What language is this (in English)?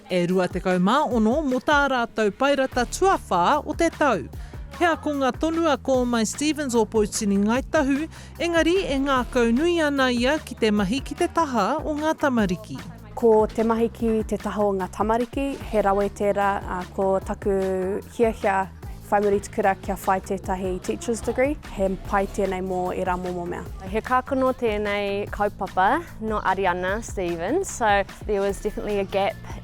Māori